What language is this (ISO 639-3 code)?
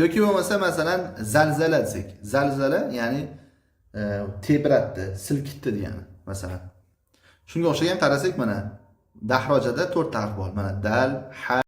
uzb